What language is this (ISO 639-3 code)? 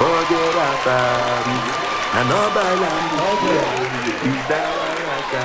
pcm